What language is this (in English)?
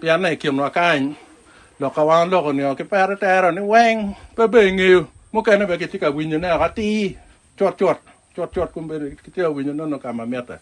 Acoli